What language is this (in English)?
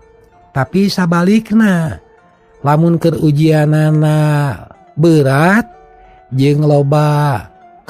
Sundanese